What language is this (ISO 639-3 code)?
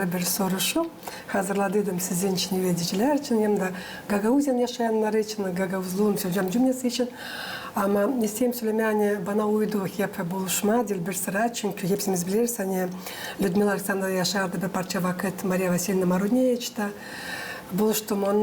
gag